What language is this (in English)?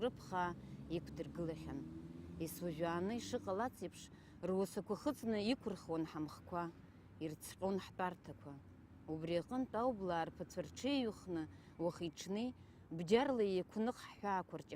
Abkhazian